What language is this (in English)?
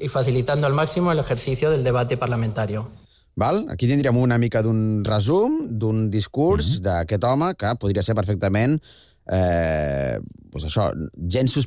Catalan